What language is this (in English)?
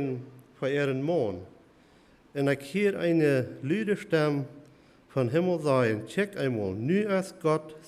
Plautdietsch